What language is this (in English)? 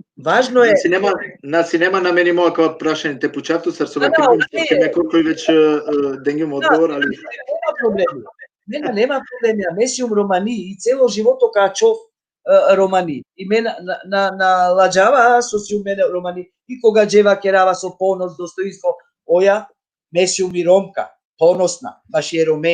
Balkan Romani